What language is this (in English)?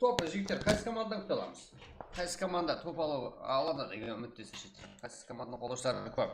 Kara-Kalpak